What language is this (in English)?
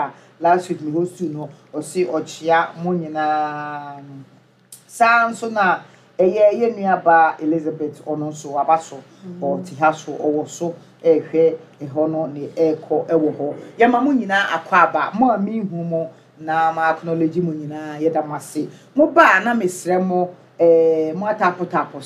Akan